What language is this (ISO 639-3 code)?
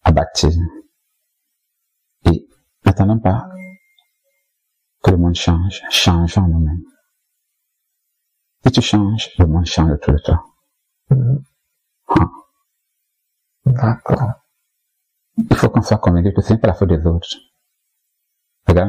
fra